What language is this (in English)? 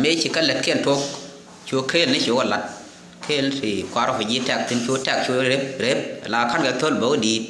Nuer